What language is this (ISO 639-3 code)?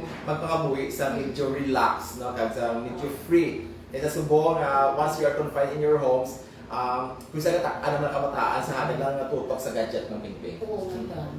hil